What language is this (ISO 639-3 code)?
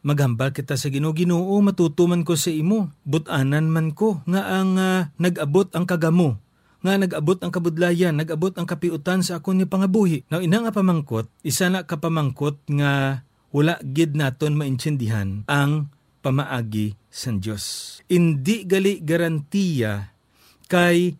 hil